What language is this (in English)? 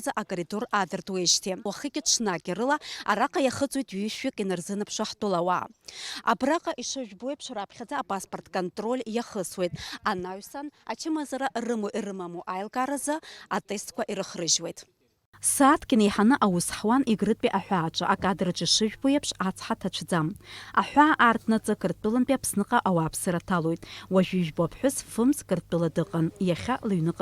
Abkhazian